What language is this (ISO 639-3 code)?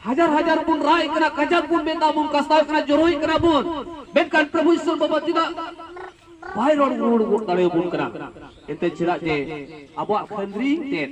sat